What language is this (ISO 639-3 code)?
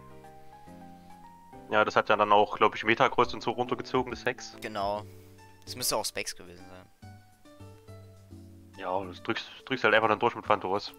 deu